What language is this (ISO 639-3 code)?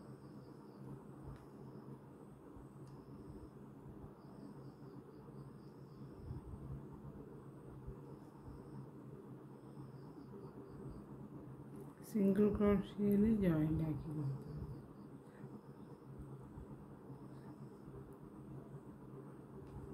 mal